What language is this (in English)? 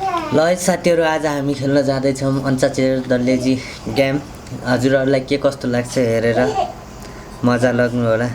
Nepali